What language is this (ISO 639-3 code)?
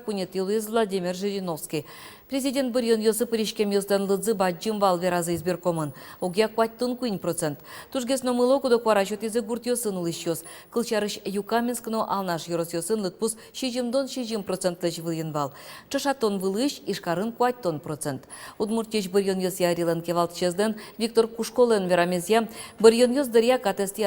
udm